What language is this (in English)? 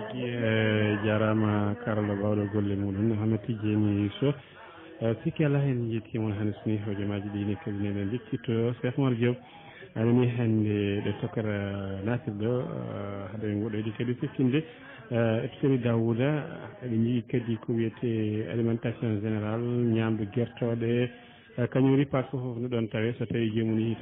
Fula